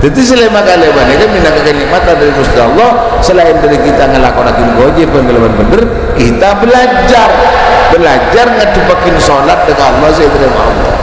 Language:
Madurese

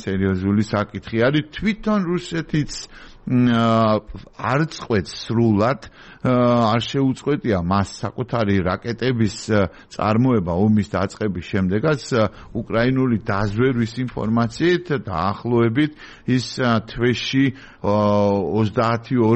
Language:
Georgian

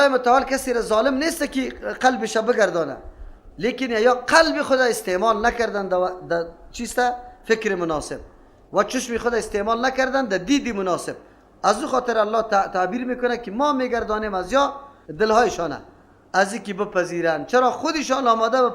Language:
Persian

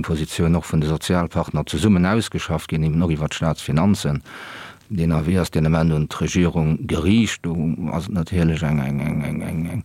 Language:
Luxembourgish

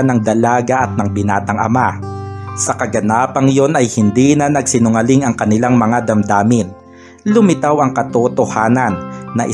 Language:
Filipino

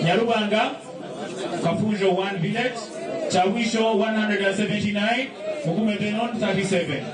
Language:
Nyankole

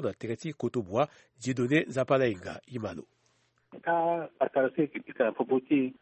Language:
Sango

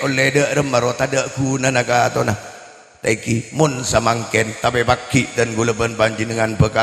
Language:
Madurese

